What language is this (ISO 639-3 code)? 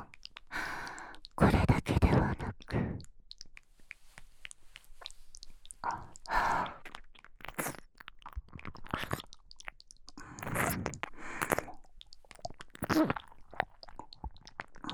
jpn